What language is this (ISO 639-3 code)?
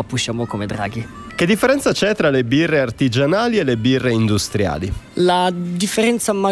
ita